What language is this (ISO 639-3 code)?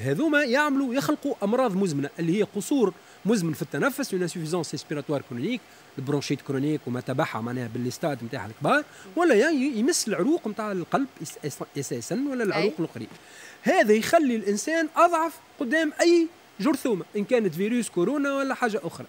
aeb